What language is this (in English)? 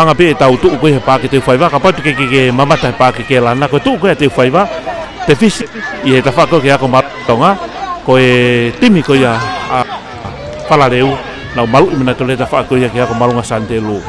Tongan